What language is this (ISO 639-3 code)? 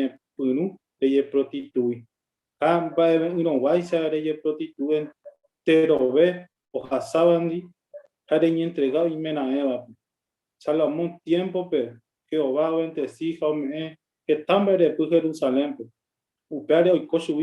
grn